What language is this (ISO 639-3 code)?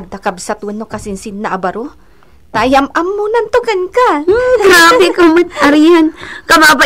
ilo